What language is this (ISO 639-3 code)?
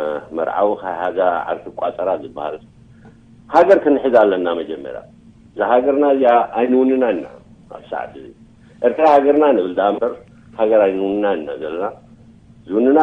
tir